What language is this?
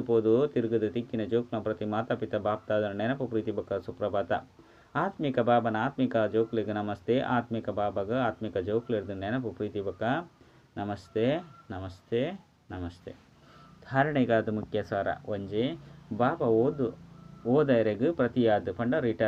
Tulu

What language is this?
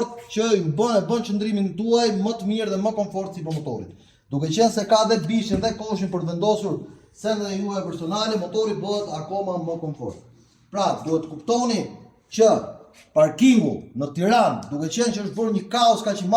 Albanian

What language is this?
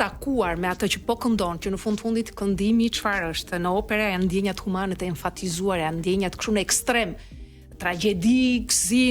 Albanian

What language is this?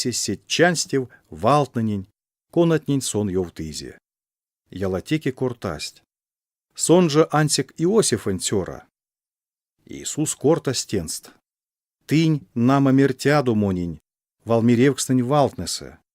Erzya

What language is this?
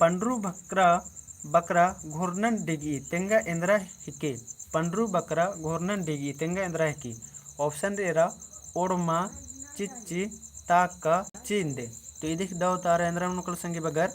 Kurukh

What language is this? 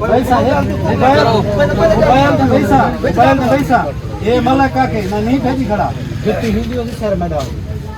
Saraiki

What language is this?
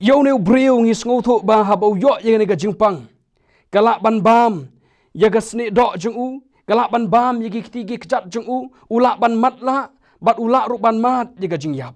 Khasi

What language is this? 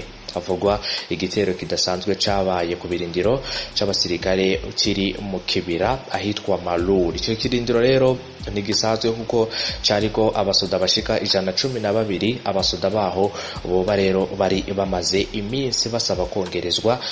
Rundi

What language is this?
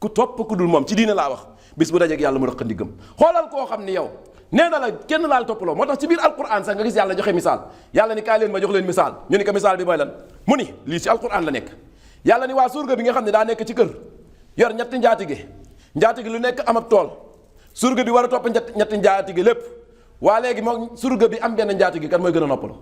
Wolof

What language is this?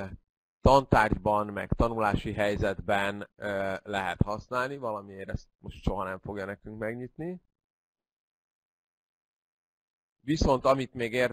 Hungarian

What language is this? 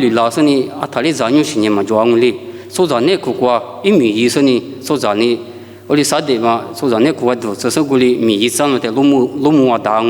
Lisu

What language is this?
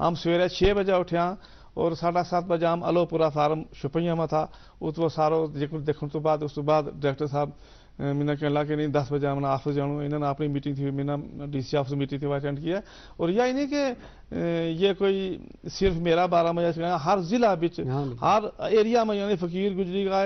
Gujari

